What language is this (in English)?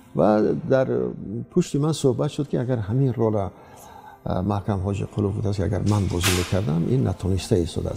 Tajik